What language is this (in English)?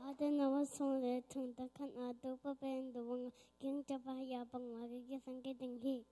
Tedim Chin